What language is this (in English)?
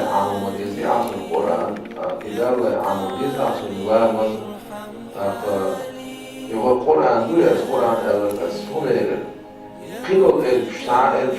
Chechen